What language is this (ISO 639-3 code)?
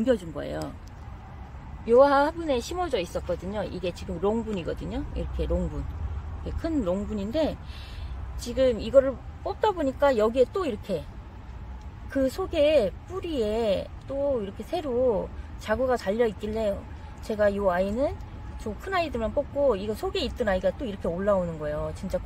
kor